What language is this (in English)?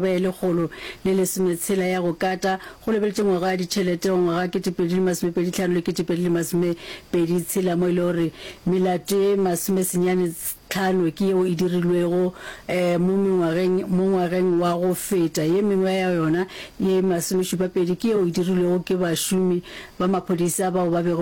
Northern Sotho